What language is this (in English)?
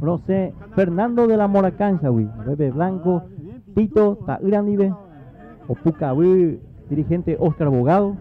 Guarani